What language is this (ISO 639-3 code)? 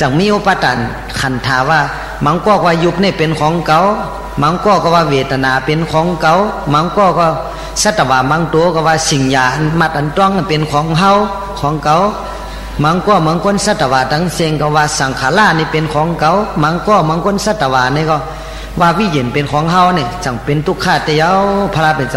shn